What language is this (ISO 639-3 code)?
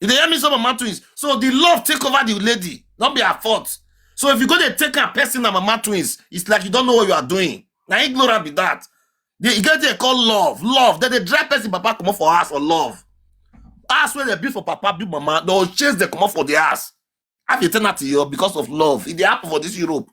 pcm